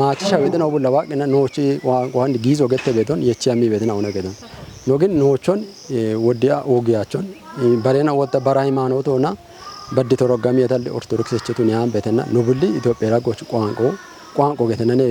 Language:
Kafa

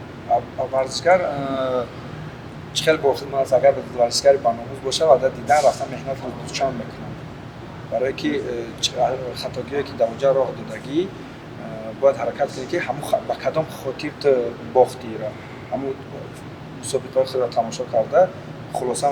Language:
Tajik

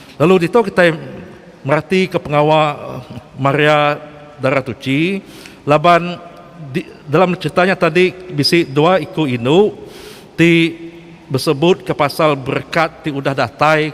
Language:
Iban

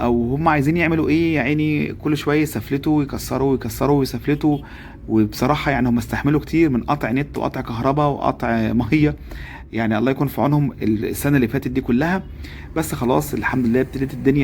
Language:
Egyptian Arabic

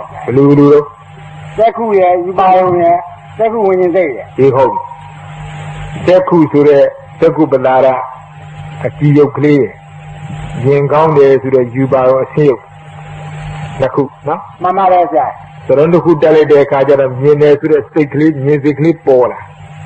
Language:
Burmese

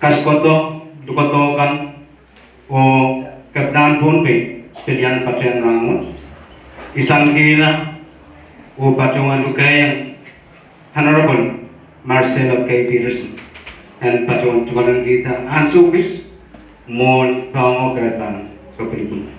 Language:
Pohnpeian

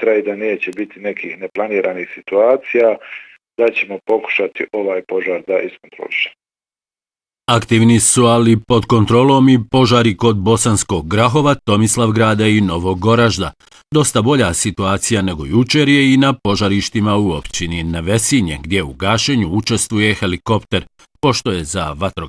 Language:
Bosnian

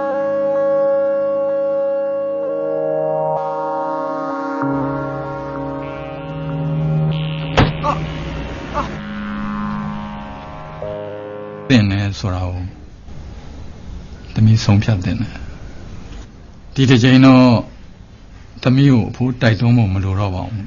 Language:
Burmese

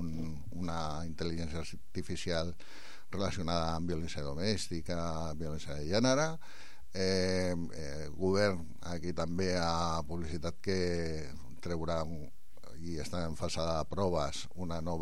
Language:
Catalan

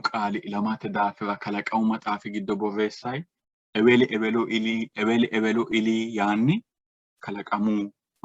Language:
Sidamo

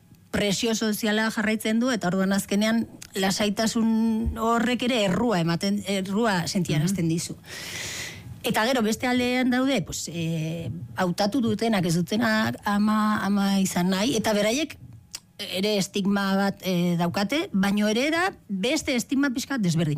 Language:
Basque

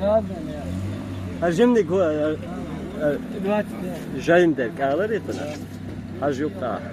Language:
Chechen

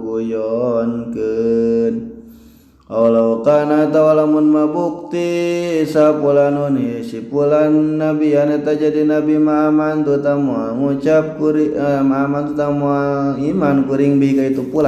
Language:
Sundanese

